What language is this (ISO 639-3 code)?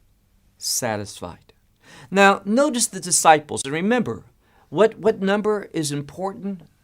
eng